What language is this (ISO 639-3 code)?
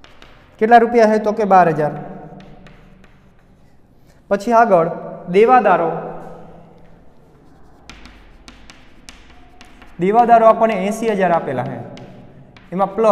guj